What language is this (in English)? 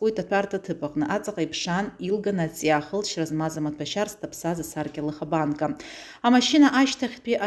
Abkhazian